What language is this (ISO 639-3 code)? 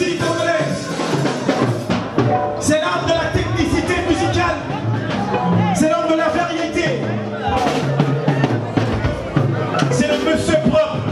fra